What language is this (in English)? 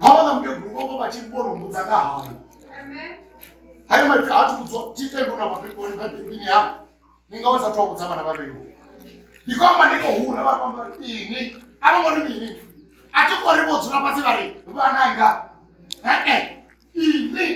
Venda